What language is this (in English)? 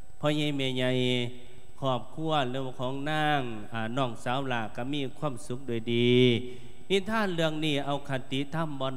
Lao